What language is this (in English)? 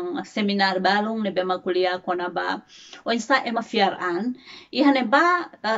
Tetum